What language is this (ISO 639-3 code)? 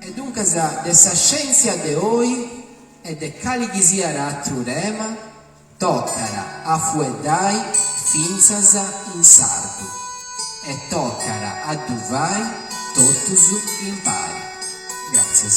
srd